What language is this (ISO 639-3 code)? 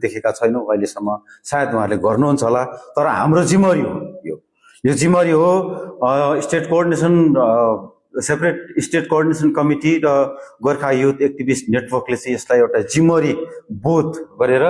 nep